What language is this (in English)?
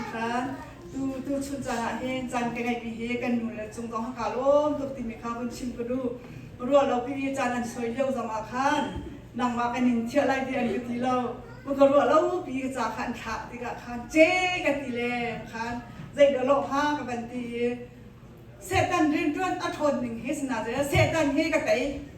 Hakha Chin